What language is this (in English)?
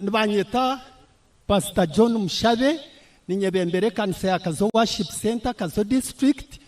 Nyankole